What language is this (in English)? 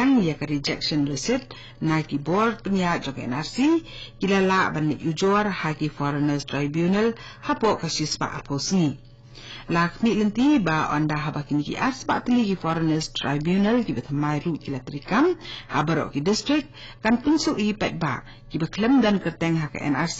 Khasi